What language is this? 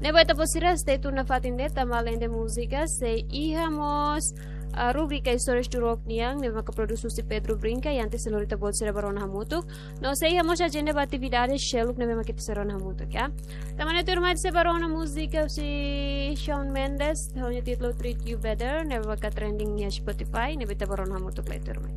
Tetum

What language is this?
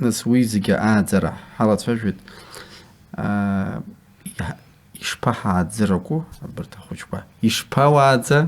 Abkhazian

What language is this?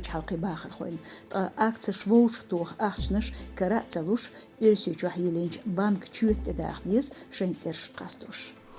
Chechen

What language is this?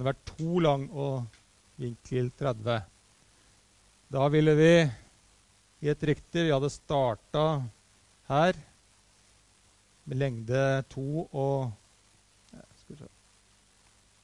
Norwegian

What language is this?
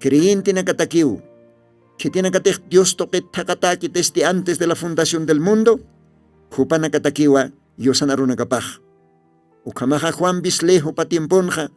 Aymara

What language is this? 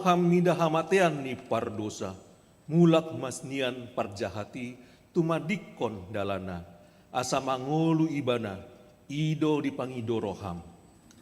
Batak Toba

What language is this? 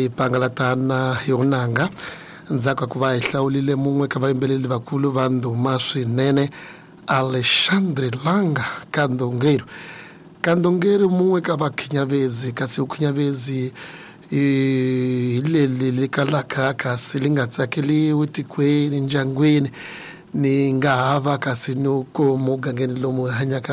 Tsonga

